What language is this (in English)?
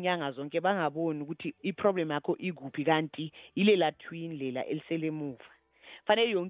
South Ndebele